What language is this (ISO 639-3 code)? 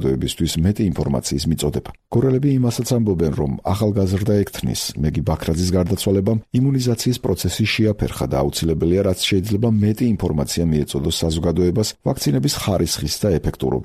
kat